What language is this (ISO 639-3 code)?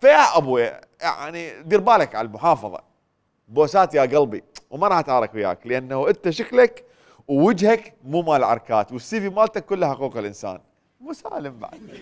acm